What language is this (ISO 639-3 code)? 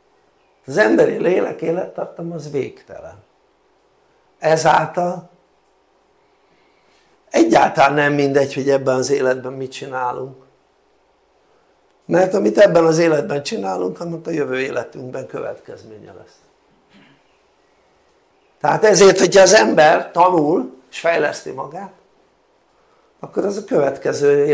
hun